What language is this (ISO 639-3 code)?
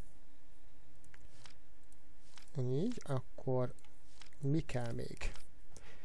hun